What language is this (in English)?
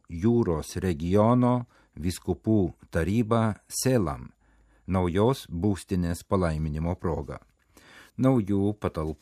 Lithuanian